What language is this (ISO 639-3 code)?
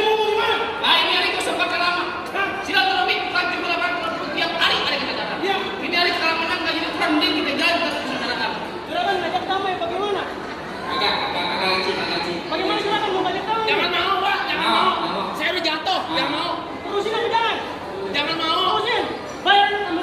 bew